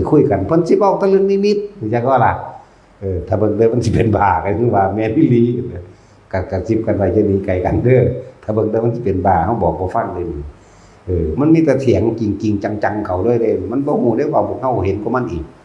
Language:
Northeastern Thai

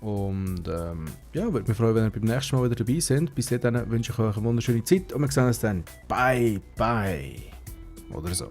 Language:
Swiss German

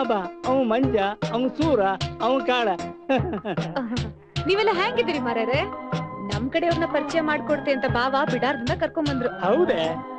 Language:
Kannada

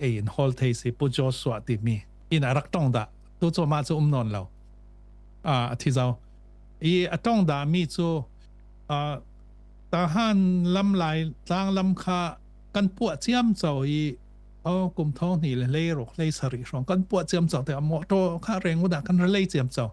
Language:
Falam Chin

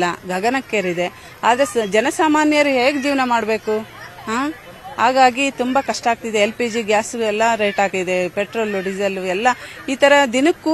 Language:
Kannada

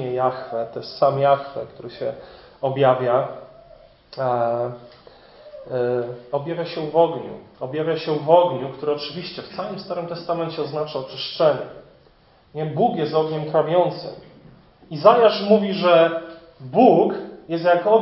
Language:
Polish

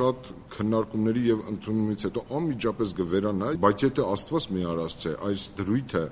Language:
Armenian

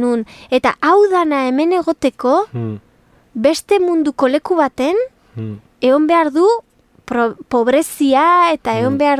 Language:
Basque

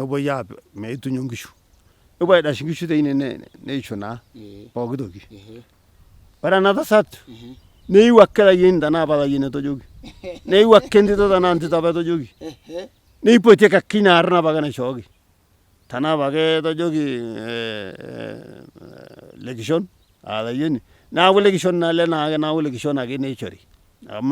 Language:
Masai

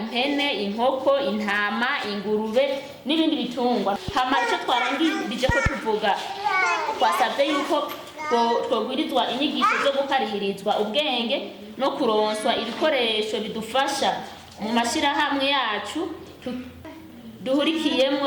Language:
Rundi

